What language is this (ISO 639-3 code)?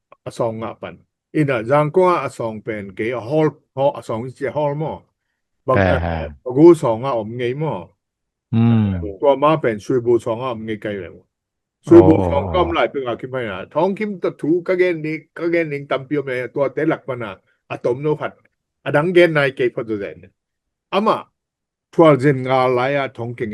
ctd